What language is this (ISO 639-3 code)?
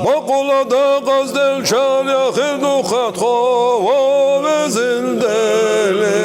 che